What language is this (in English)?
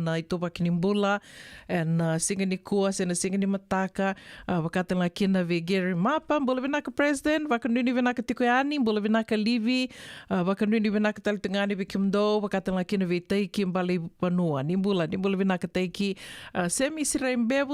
Fijian